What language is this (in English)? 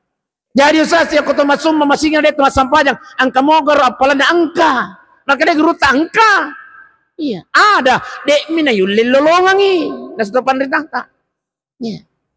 Buginese